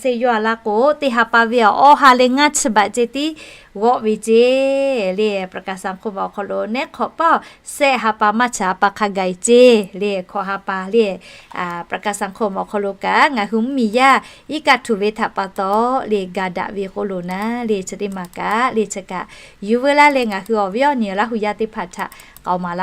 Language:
Lahu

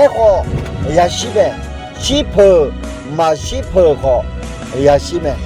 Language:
Akha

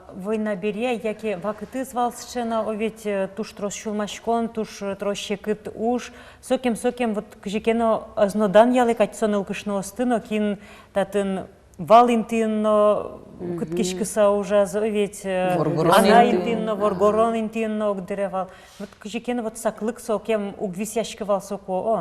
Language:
Udmurt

